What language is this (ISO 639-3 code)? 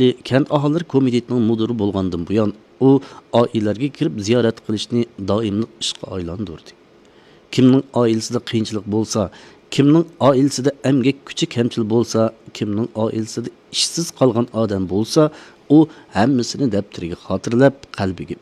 uig